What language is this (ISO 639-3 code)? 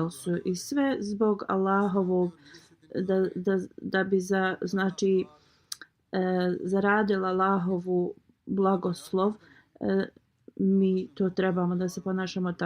bos